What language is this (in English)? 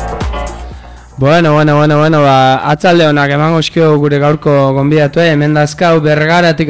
Basque